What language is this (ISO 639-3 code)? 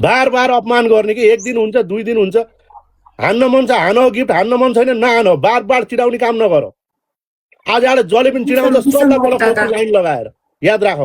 nep